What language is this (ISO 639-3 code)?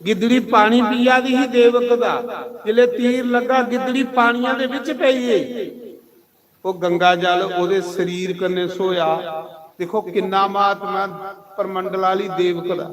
doi